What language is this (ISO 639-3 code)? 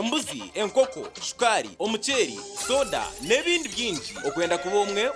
nyn